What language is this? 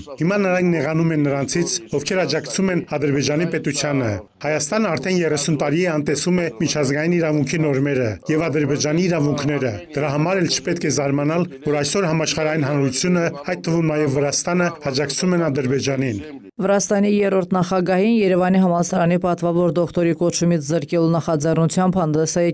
Armenian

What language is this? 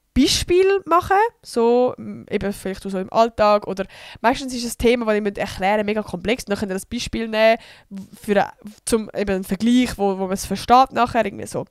Swiss German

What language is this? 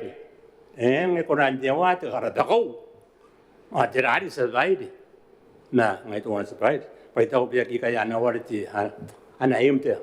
Gilbertese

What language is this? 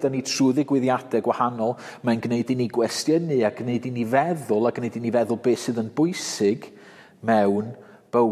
Welsh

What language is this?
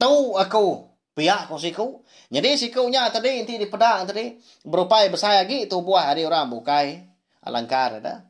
Iban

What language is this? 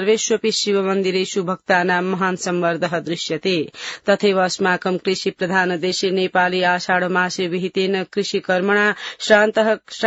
Sanskrit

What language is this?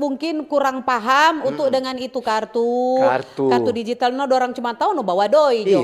Manado Malay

